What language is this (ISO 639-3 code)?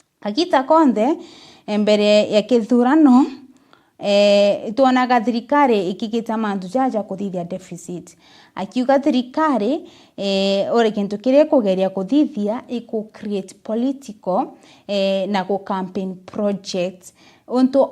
mer